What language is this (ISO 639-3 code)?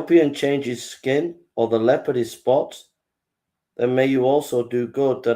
eng